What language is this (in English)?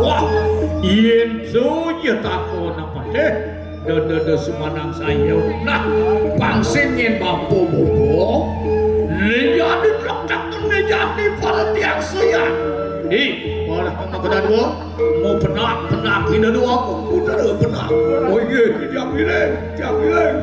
Balinese